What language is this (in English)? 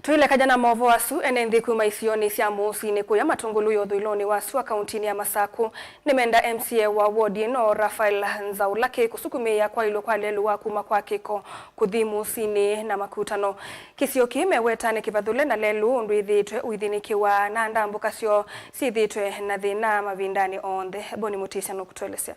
Kamba